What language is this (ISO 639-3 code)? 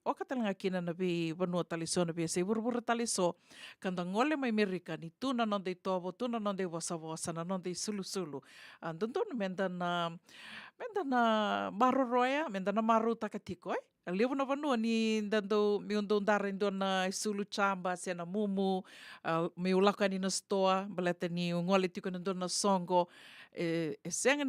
fij